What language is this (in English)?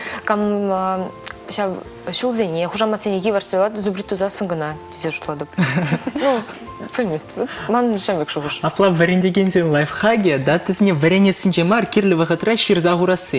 Chuvash